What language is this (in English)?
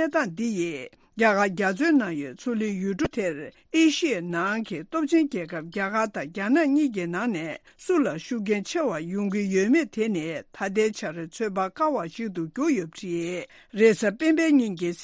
Tibetan